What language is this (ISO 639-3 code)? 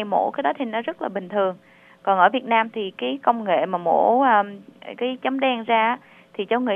vie